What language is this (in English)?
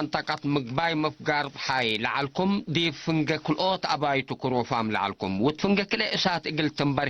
Tigre